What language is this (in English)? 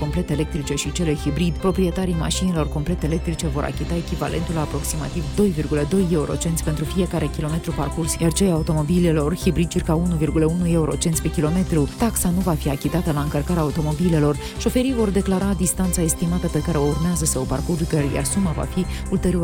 Romanian